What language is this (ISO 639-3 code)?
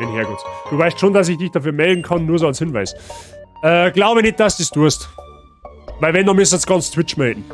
bar